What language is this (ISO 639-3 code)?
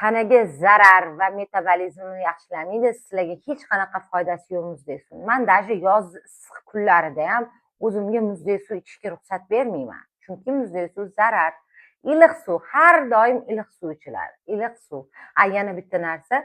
uzb